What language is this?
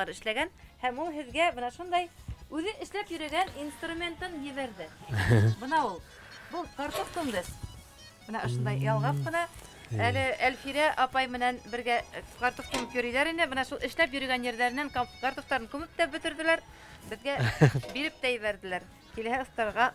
Bashkir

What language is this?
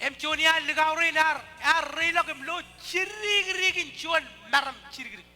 Marshallese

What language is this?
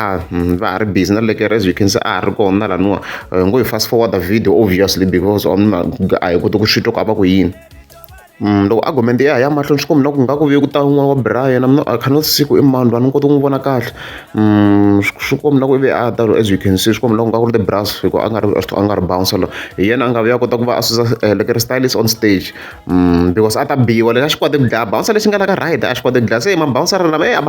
Tsonga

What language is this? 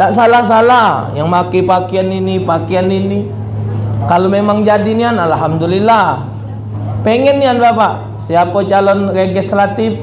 Musi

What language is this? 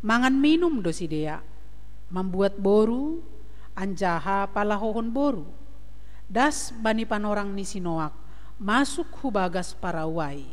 Batak Simalungun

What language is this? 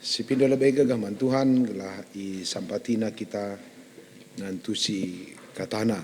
Batak Karo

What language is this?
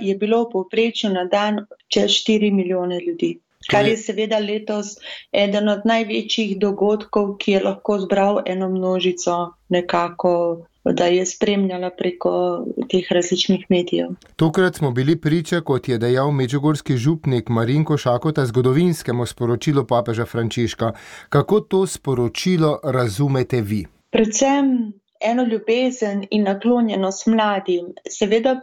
Slovenian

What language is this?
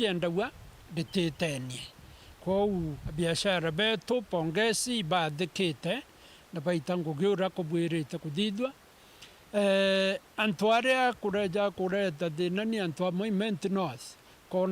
Meru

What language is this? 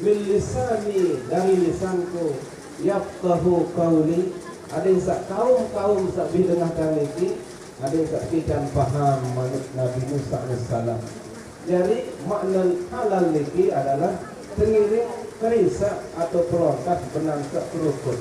Sasak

